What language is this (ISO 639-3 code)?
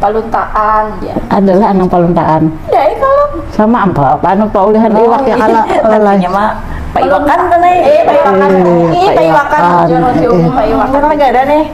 bjn